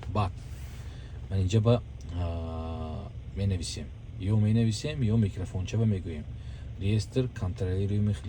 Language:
Tajik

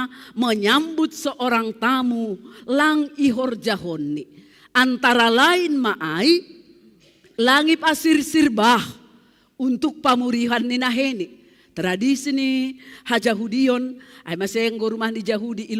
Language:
Batak Simalungun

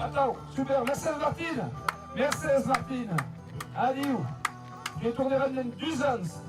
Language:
Occitan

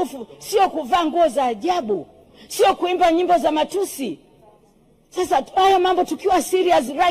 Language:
Swahili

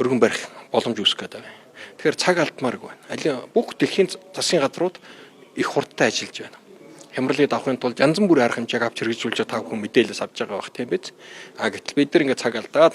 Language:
Mongolian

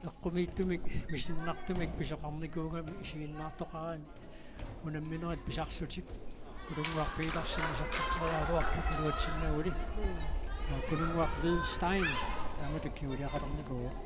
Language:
Kalaallisut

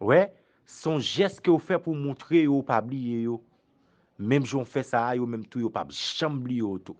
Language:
Haitian Creole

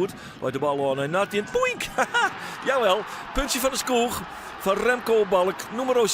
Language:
Western Frisian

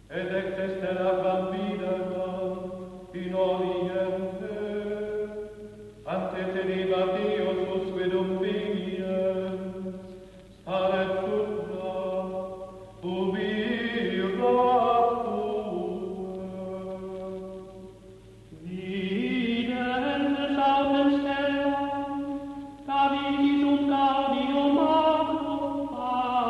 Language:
Estonian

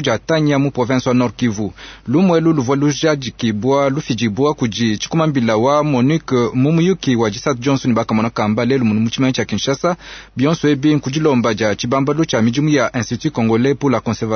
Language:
Luba-Lulua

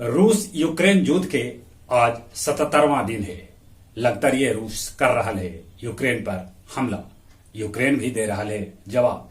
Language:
Magahi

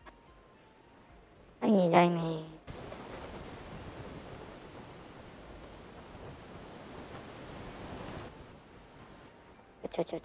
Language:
Japanese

